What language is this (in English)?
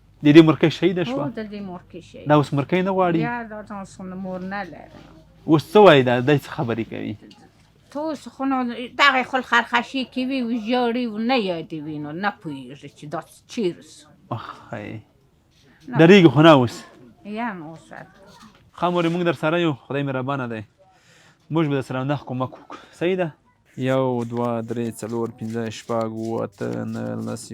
Pashto